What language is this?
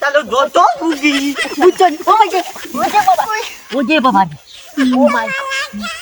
Sylheti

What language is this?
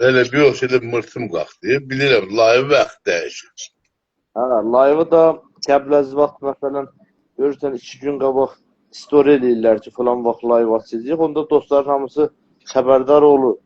South Azerbaijani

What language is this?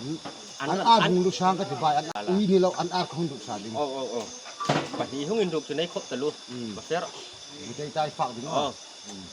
Hmar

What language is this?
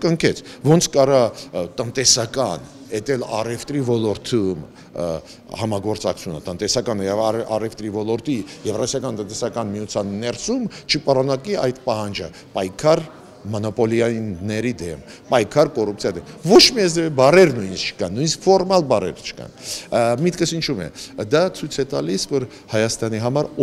Armenian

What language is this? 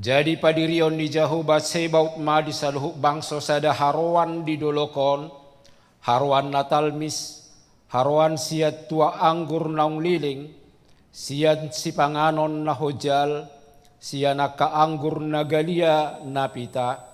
Batak Toba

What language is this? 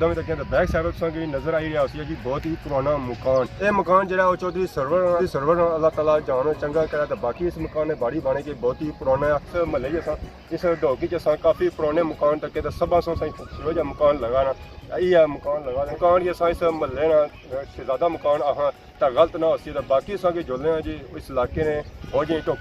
Pahari-Potwari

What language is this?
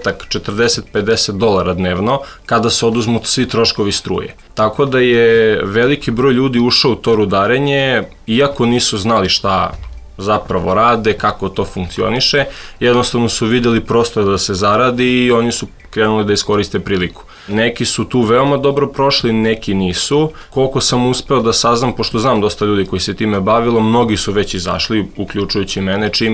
Serbian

